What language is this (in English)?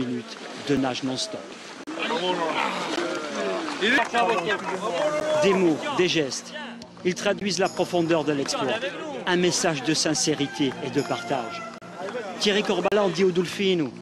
French